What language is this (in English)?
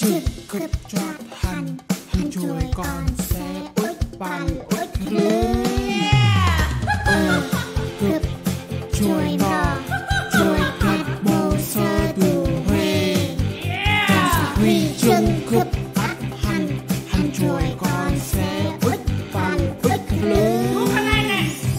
Central Mnong